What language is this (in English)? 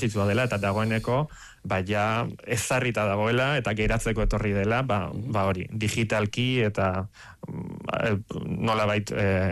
Basque